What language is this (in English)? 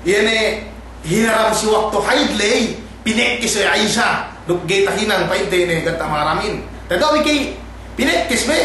Yakan